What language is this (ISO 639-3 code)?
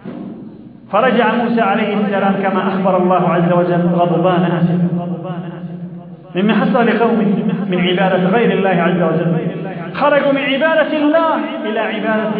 ara